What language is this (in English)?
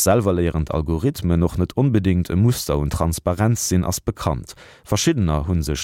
Luxembourgish